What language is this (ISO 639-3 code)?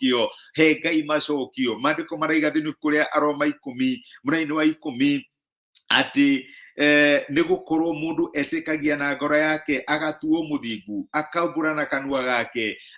kik